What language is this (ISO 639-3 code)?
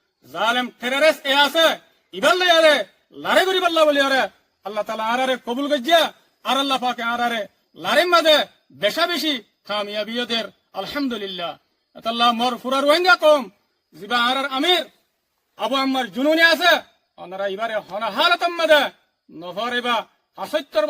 rhg